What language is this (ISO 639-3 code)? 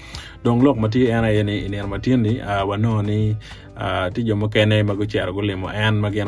ach